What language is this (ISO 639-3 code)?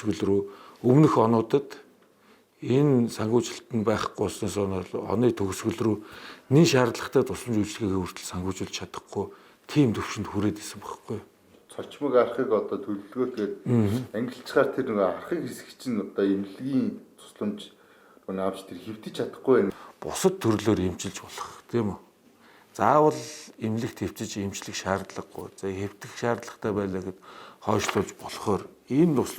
mon